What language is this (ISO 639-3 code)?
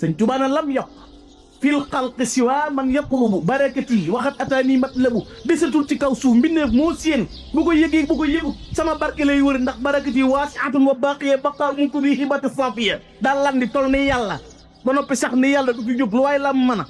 wol